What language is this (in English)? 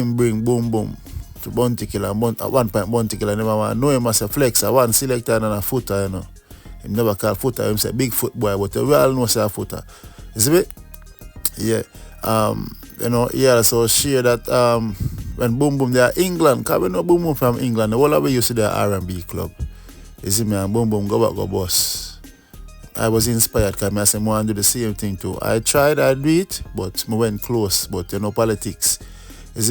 Jamaican Creole English